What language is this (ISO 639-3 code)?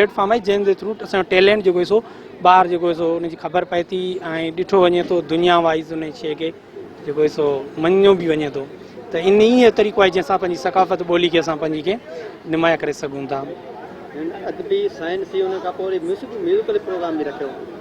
snd